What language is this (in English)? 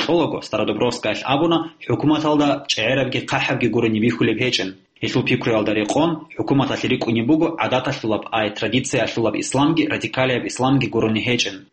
Avaric